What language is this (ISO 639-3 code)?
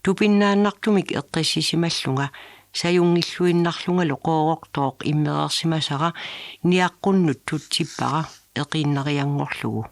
kal